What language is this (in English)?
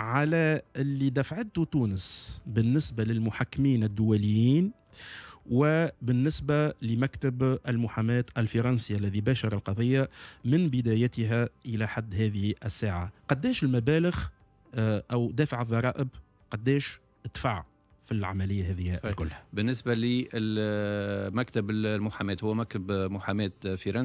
Tunisian Arabic